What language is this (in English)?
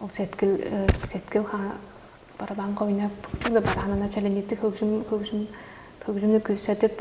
Tuvinian